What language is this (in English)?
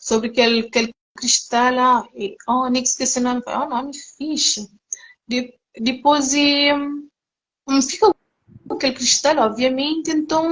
Kabuverdianu